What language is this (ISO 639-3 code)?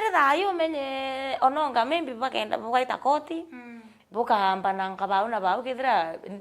mer